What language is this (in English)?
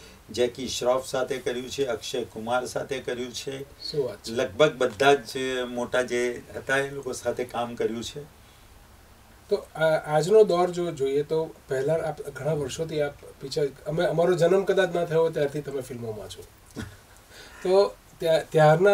Gujarati